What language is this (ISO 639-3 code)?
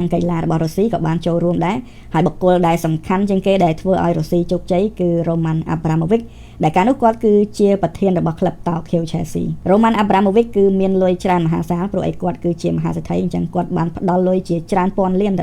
khm